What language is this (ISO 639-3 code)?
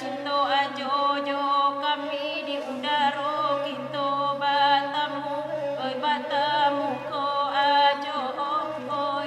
min